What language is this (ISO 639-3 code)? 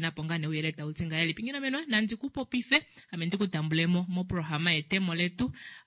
kua